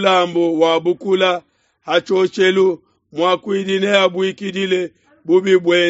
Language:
Luba-Lulua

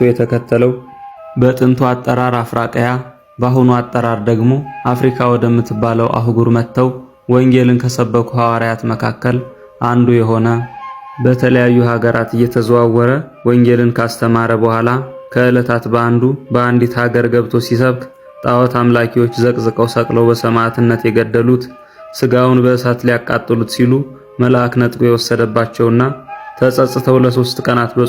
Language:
Amharic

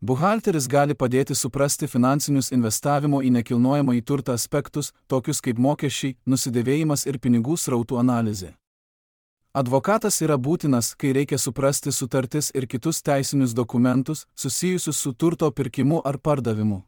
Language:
Lithuanian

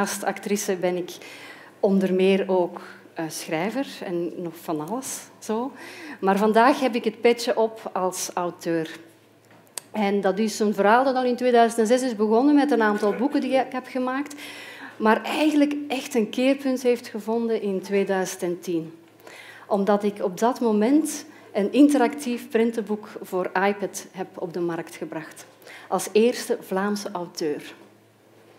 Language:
Dutch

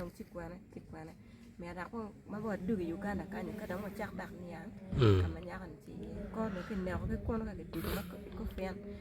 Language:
Acoli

